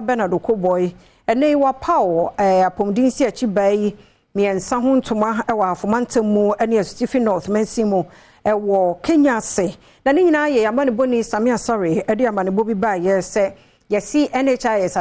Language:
Akan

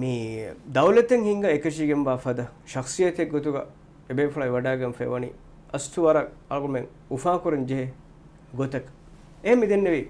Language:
Divehi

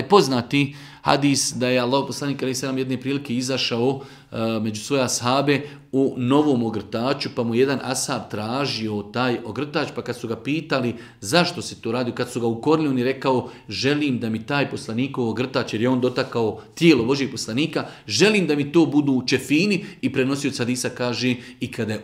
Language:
Bosnian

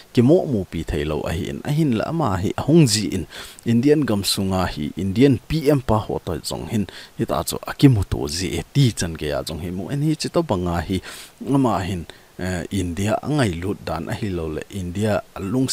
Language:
Thado Chin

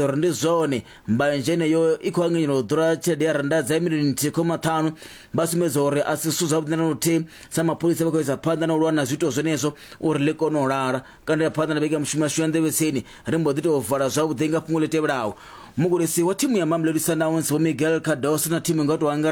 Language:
Venda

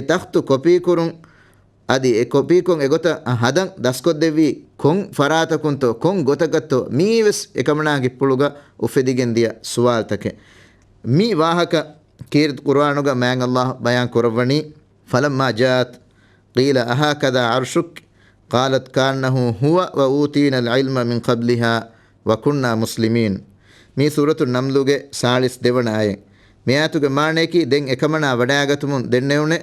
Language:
Divehi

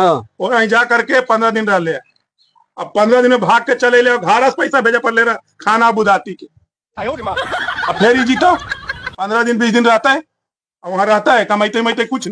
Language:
Magahi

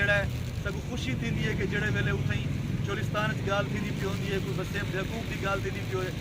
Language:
Saraiki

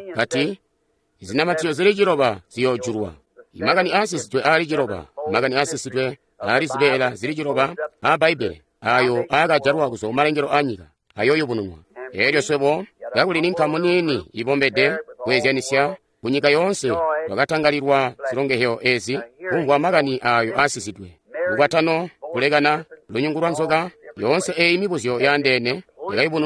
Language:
Tonga (Zambia)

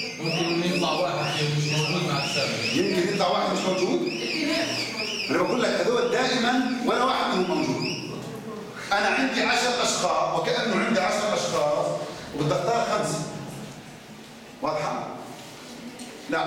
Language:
South Levantine Arabic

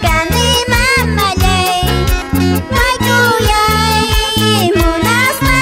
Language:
Quechua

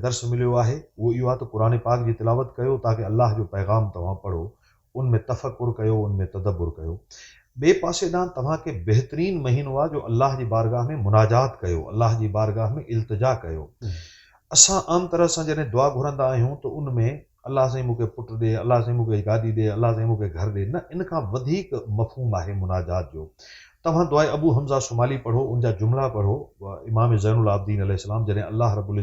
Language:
Sindhi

